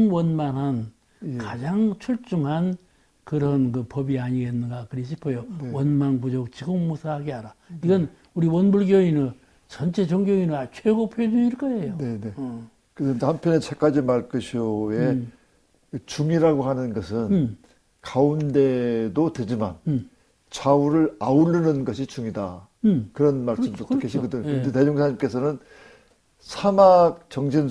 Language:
Korean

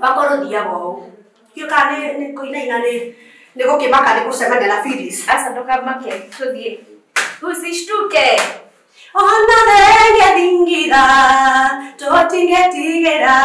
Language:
Kikuyu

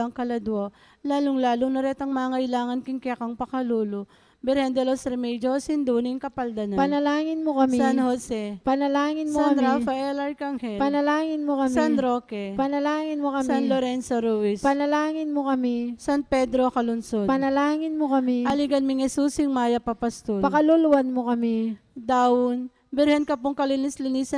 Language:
Pampanga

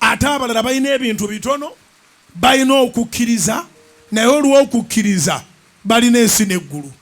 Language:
Ganda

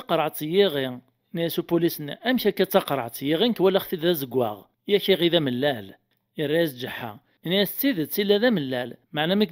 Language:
Kabyle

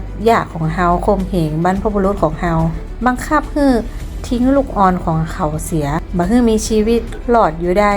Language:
Northern Thai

